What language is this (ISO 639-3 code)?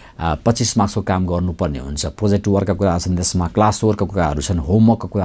nep